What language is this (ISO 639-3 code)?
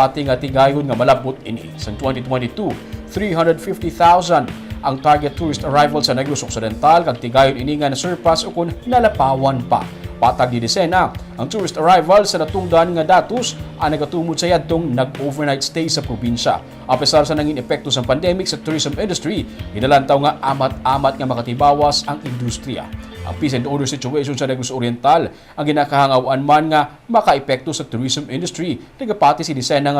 hil